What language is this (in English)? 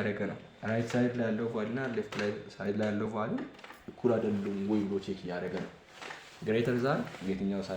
Amharic